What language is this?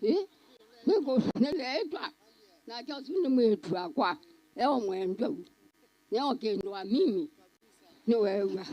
Kamba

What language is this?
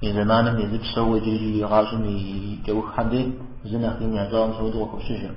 Kabardian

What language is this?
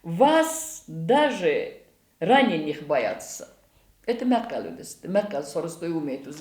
Ossetic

